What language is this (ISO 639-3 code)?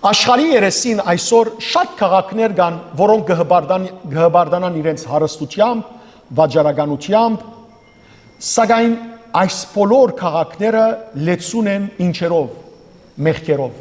hyw